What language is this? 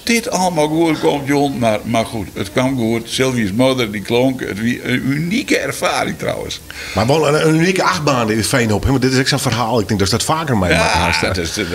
Western Frisian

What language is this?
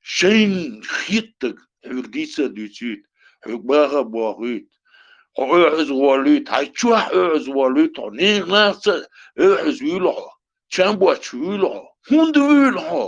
Chechen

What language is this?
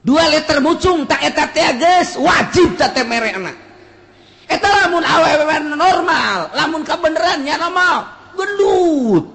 Sundanese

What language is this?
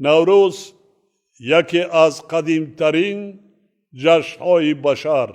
Tajik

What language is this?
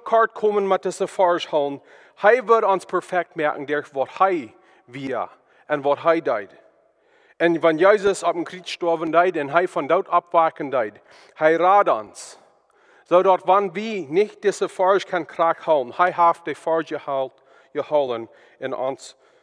Plautdietsch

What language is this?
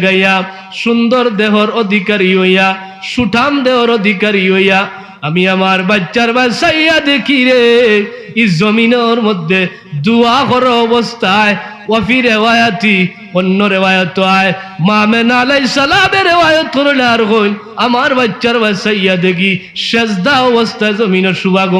Sylheti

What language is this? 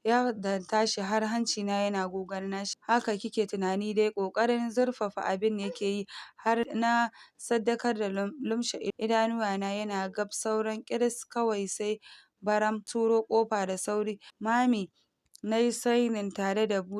Hausa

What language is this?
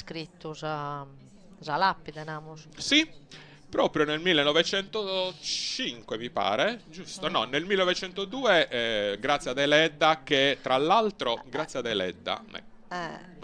Sardinian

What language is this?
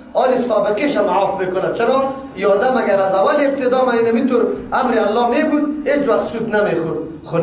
Persian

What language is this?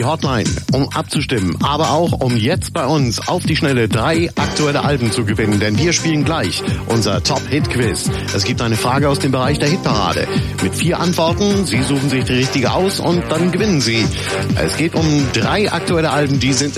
German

